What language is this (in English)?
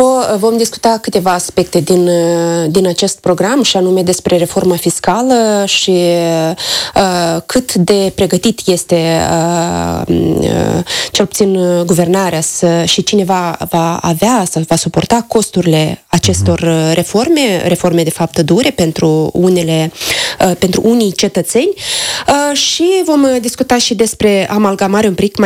Romanian